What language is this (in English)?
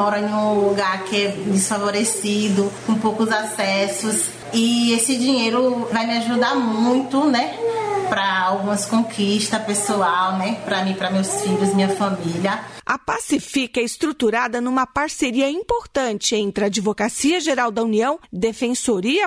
Portuguese